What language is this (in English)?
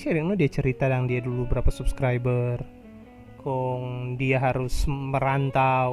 Manado Malay